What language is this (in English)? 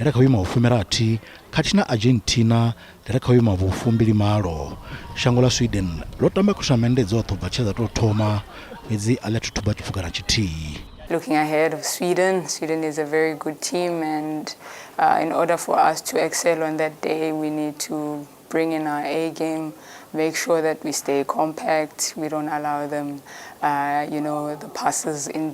Venda